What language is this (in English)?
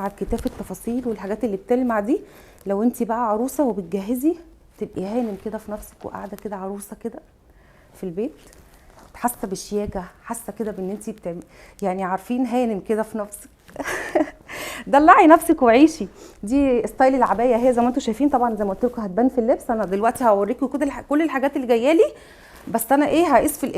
Egyptian Arabic